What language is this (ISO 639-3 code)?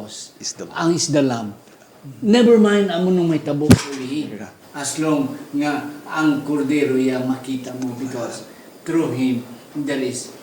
hil